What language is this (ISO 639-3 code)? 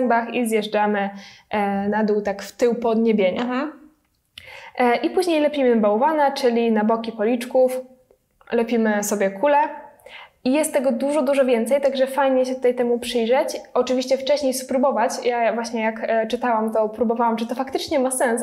pol